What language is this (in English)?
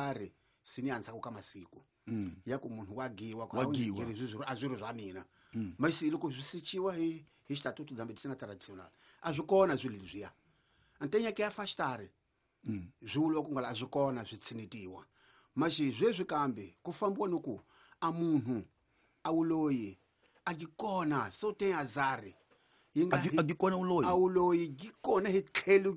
Tsonga